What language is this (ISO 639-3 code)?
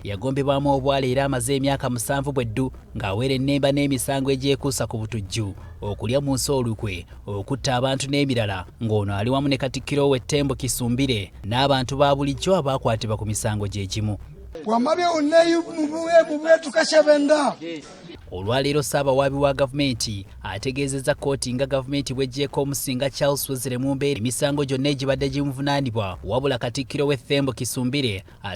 lug